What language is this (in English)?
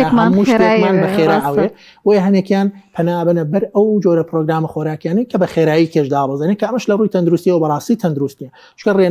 Central Kurdish